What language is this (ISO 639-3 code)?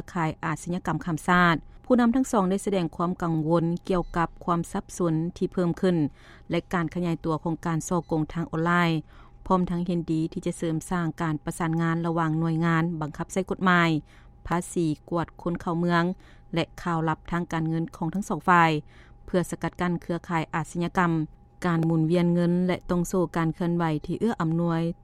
lao